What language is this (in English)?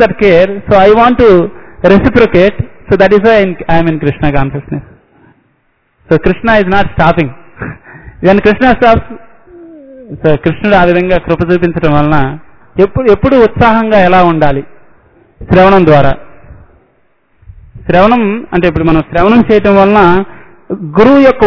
Telugu